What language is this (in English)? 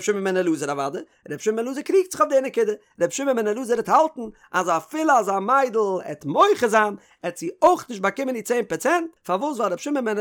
Yiddish